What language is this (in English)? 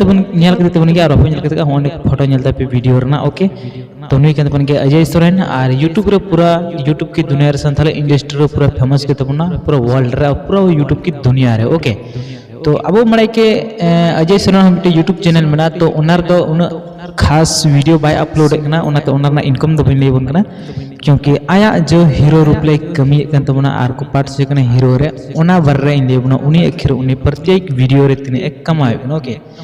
Santali